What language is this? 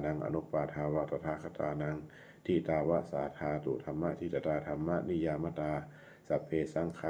Pali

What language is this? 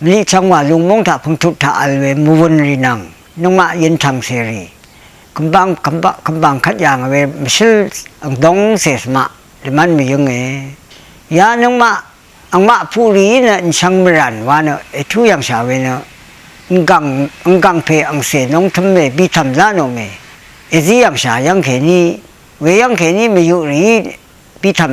Rawang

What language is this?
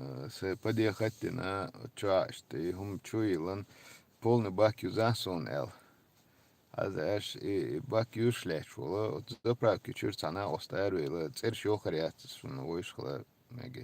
Chechen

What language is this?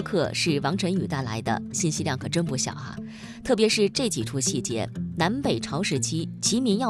Chinese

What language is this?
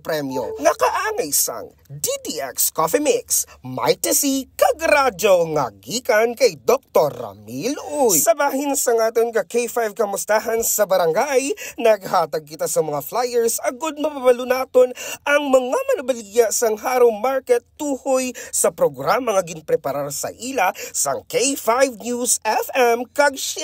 Hiligaynon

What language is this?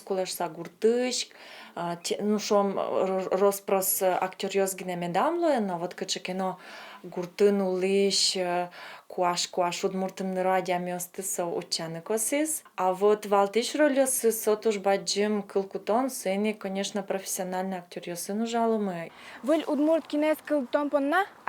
Udmurt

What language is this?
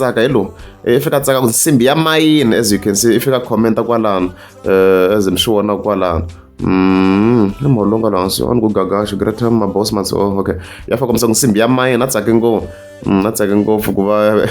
Tsonga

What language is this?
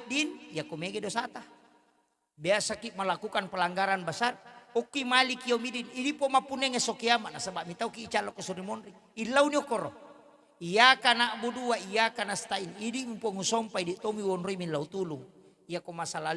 Buginese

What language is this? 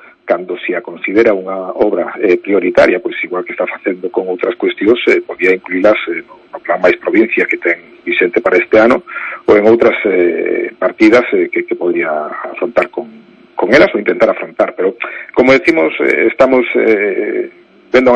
Galician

